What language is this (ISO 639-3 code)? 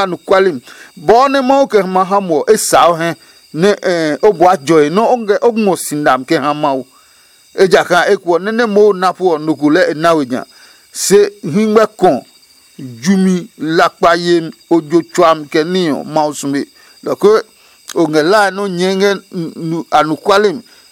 ada